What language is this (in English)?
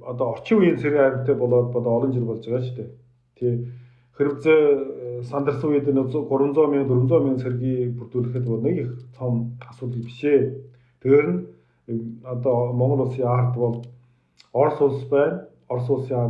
Mongolian